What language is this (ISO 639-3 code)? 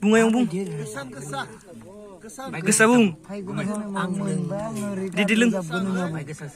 brx